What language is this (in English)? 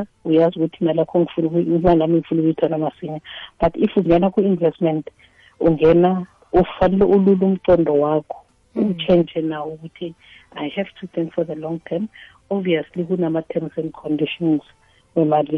South Ndebele